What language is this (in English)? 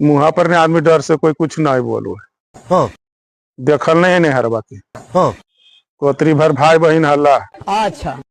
Magahi